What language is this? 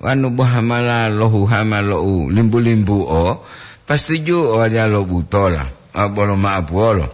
Gorontalo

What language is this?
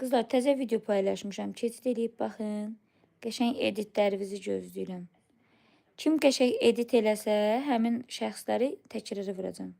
Azerbaijani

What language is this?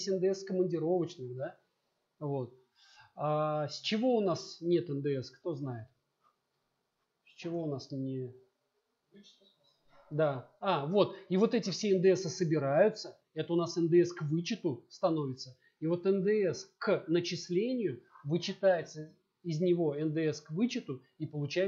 Russian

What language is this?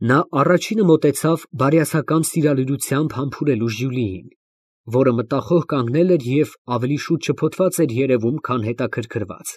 Armenian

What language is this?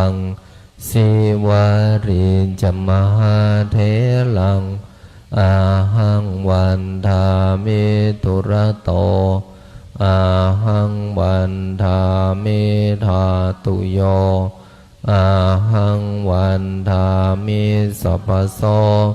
Pali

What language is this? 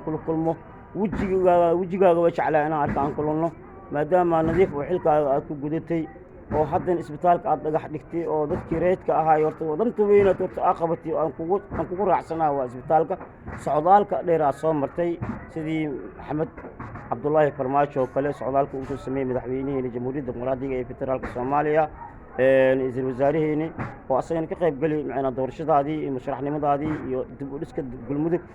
Somali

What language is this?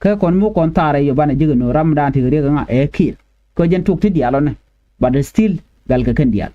Nuer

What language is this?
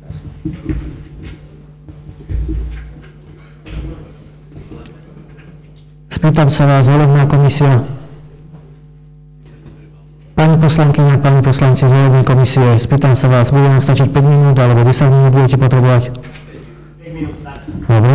Slovak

